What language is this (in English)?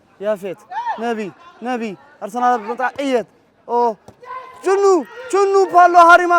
Tigrinya